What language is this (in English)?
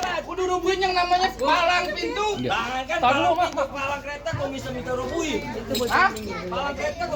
Betawi